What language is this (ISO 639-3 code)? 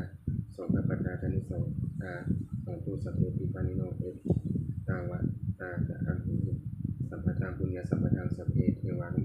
pli